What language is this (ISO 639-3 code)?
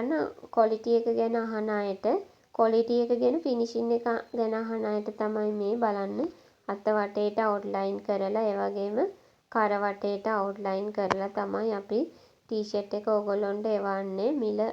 sin